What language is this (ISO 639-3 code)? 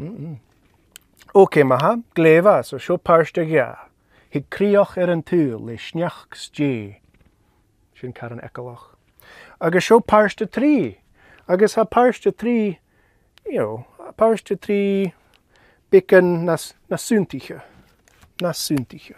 gla